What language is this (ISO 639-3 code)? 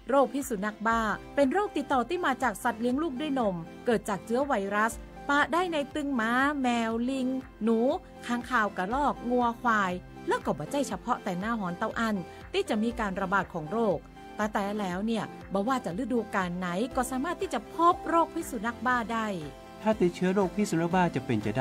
lhu